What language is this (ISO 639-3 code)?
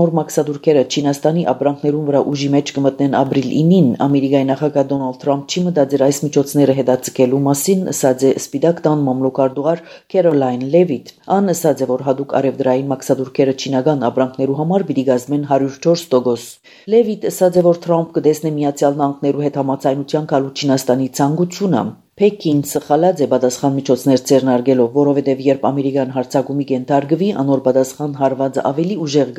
hye